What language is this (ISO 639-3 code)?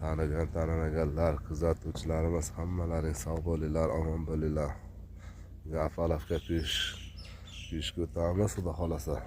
uzb